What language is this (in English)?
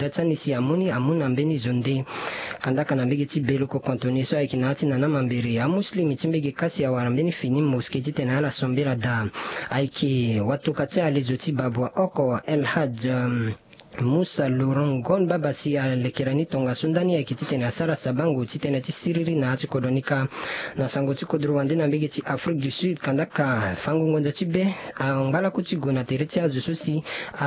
Sango